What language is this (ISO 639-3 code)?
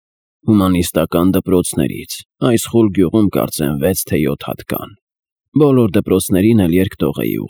hye